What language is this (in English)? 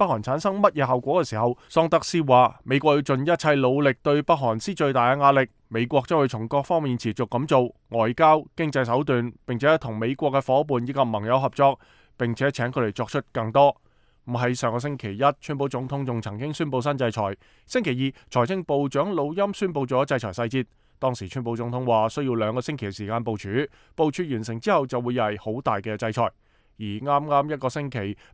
Cantonese